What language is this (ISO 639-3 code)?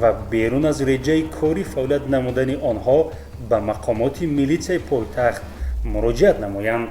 tgk